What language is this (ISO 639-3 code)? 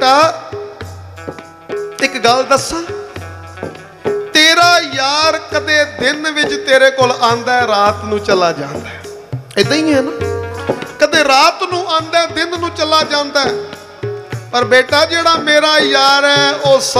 pan